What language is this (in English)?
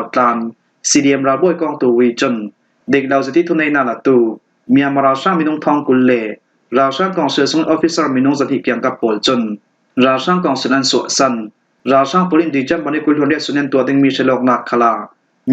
Falam Chin